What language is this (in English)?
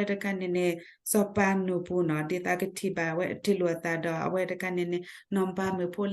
S'gaw Karen